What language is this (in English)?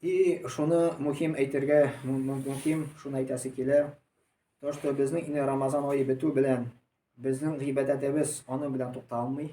Tatar